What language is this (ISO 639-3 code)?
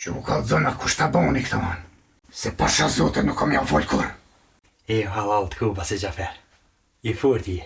sqi